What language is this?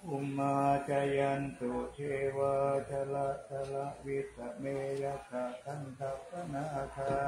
Pali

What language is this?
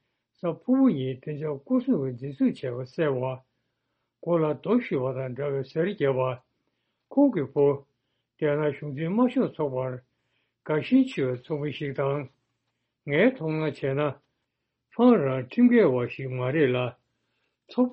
Tibetan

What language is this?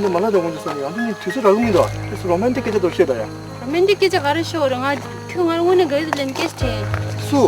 Tibetan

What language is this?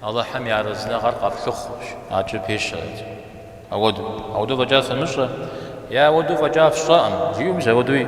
Kabardian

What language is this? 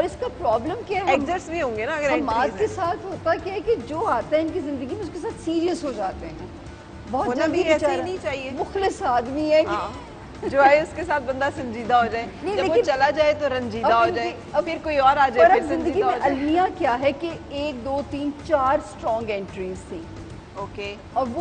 Urdu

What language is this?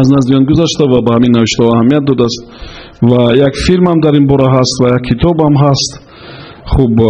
Tajik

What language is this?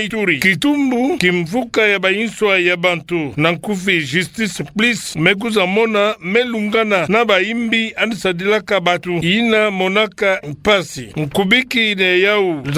Kituba (Democratic Republic of Congo)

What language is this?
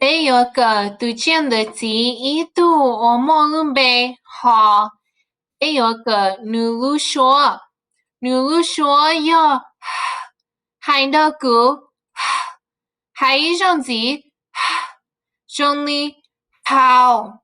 Hmong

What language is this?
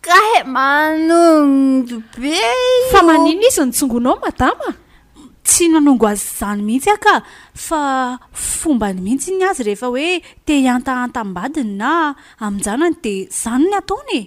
Malagasy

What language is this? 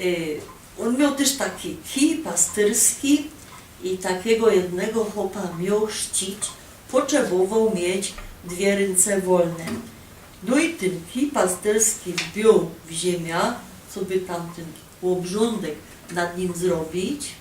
Silesian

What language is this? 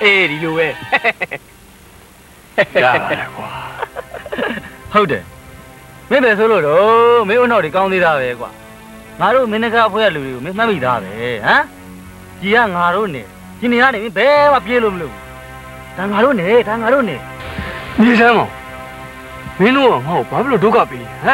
Burmese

